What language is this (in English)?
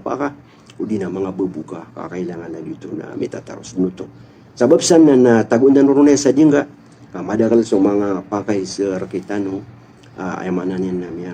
Maranao